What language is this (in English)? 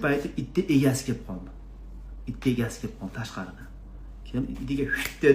Uzbek